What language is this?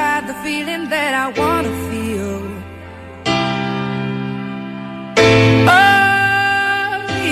Portuguese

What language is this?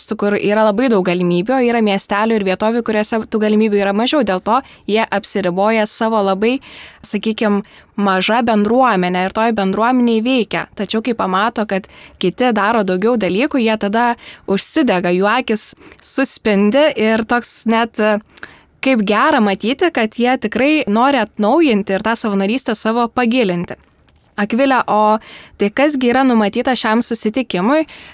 Lithuanian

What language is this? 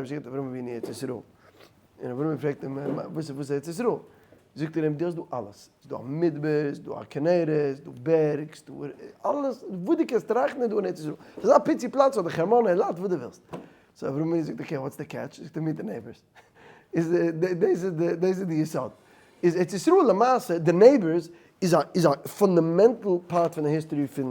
Yiddish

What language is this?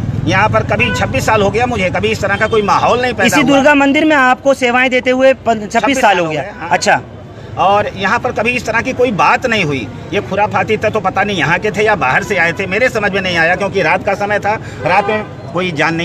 Hindi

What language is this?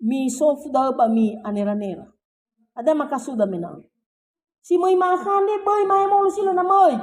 Nias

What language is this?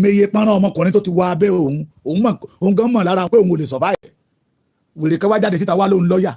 Yoruba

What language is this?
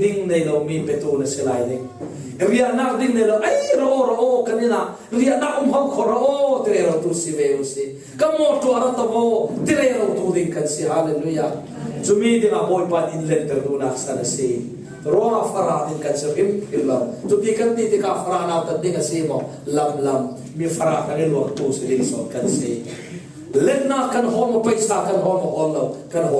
Falam Chin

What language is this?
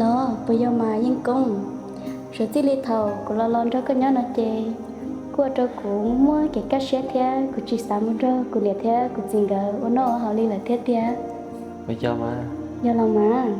Hmong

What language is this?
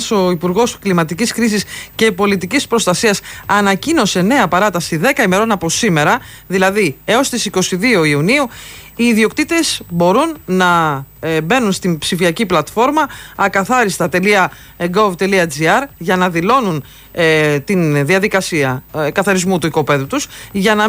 Greek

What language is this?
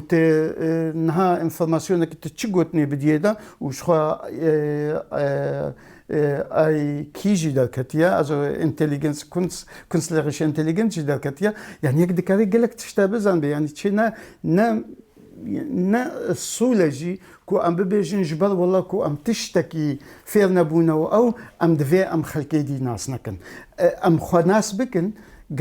Kurdish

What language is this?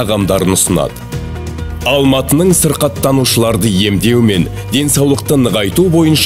Kazakh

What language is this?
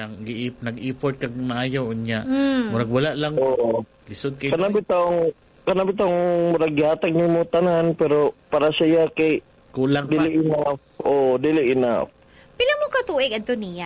Cebuano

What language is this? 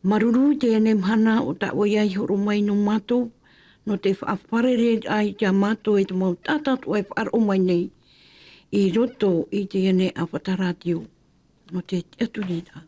Tahitian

